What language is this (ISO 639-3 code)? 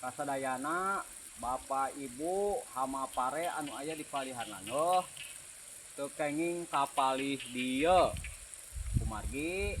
sun